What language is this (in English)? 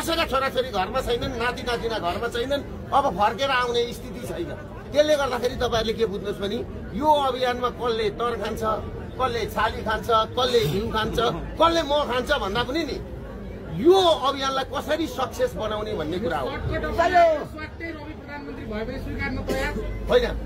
Nepali